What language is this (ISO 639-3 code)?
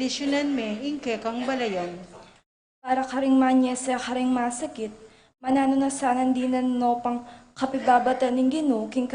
pam